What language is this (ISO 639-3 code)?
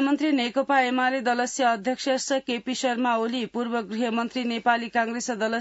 san